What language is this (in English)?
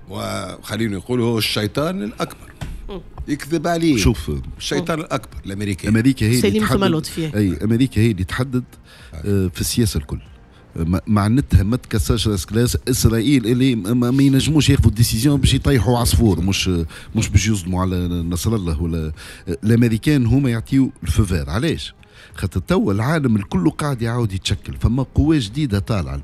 Tunisian Arabic